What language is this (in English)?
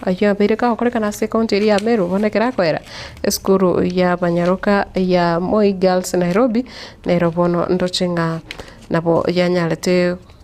Gusii